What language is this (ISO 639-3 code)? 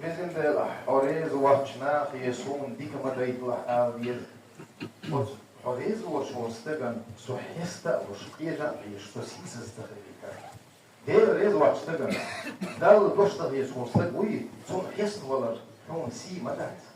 che